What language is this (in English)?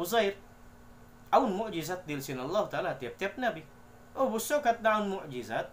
Tausug